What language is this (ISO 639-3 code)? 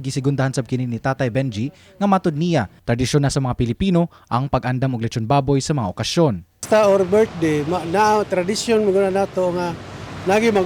ceb